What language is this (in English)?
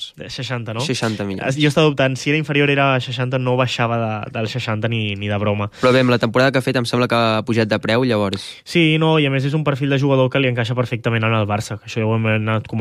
Catalan